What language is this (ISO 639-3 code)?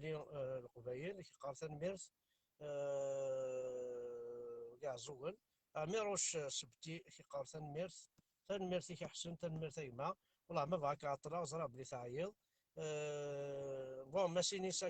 kab